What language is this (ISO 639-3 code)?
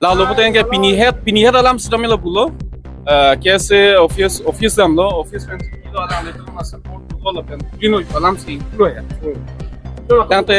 mjw